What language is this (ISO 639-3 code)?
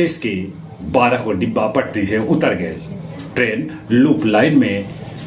mag